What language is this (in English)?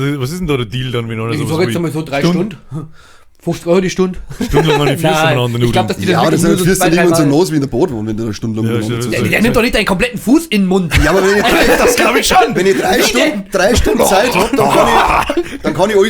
Bavarian